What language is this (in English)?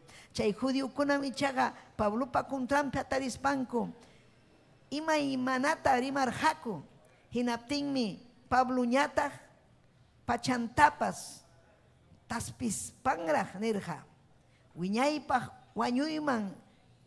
Ayacucho Quechua